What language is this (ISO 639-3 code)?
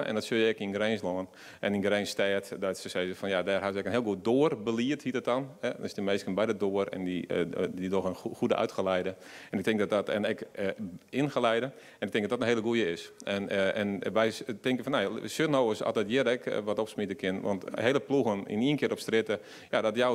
fry